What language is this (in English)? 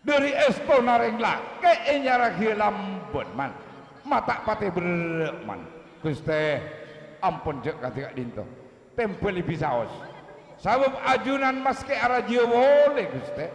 Madurese